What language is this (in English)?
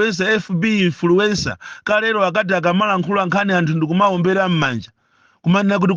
Nyanja